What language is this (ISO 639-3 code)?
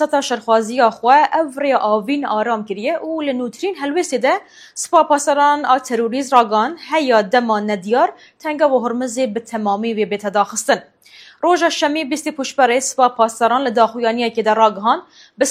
kur